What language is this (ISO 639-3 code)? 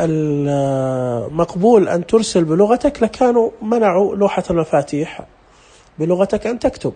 ars